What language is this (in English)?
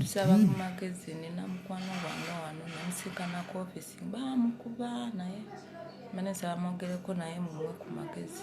Ganda